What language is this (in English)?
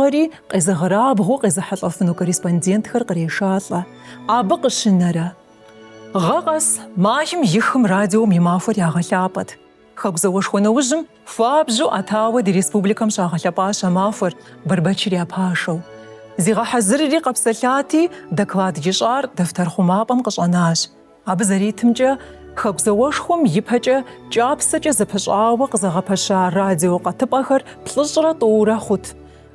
Kabardian